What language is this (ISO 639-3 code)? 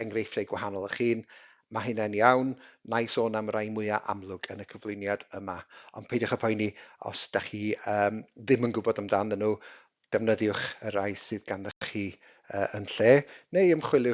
cym